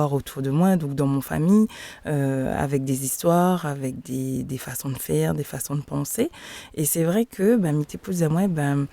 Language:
Réunion Creole French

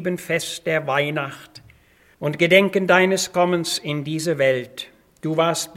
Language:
German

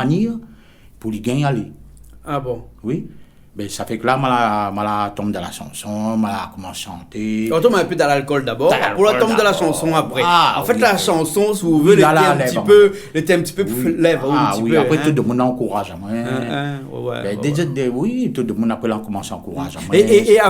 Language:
Réunion Creole French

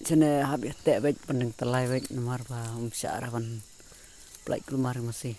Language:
Khasi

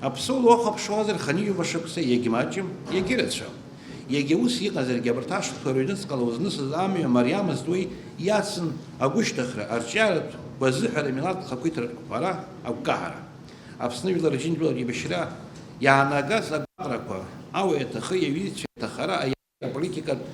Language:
Abkhazian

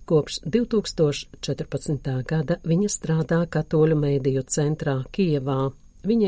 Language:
Latvian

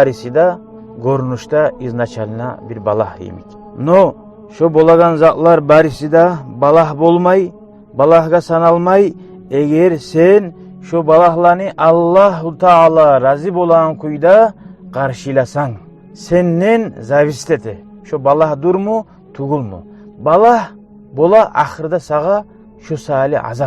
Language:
Kumyk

